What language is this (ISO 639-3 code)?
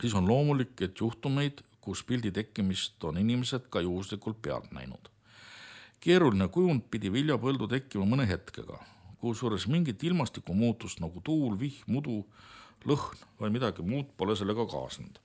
est